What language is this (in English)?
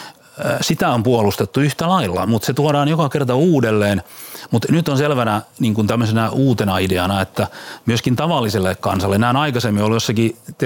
Finnish